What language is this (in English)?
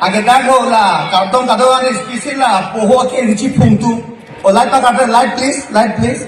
Karbi